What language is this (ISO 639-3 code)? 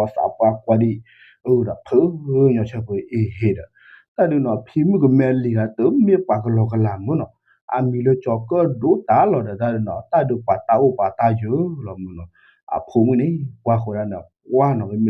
ksw